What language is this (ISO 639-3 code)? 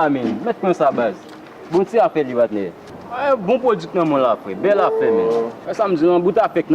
hat